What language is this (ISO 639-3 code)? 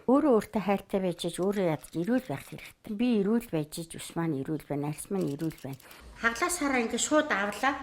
mon